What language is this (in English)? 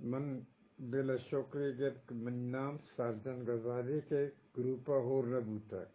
Eastern Balochi